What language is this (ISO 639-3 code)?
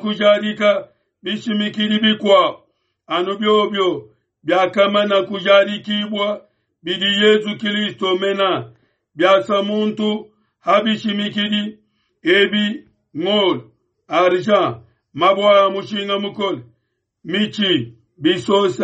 lua